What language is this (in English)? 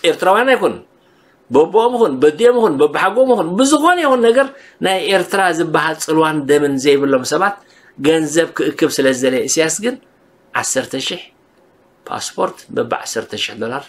Tigrinya